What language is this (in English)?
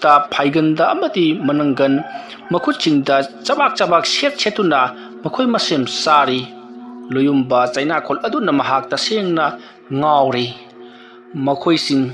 Manipuri